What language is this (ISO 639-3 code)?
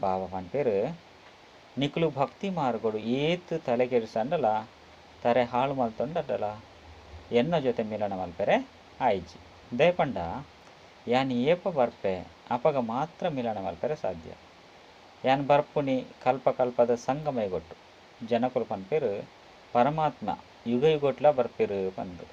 tcy